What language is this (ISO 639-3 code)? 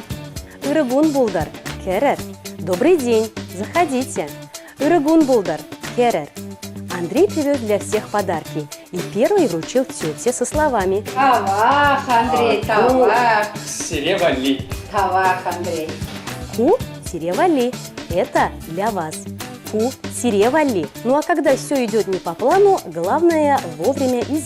chv